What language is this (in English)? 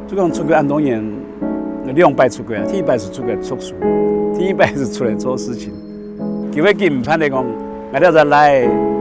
Hakka Chinese